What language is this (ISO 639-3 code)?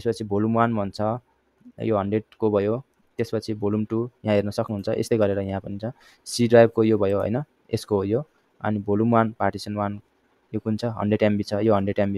nep